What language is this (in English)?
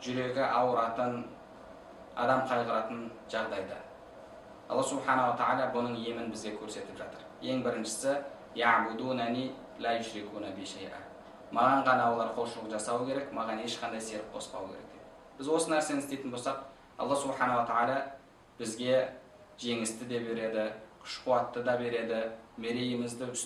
Kazakh